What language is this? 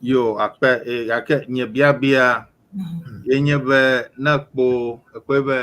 Ewe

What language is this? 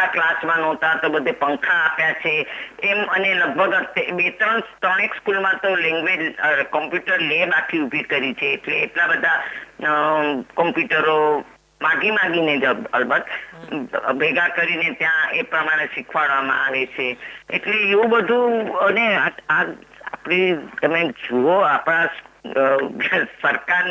Gujarati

